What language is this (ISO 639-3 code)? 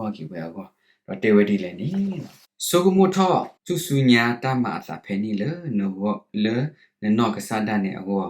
ksw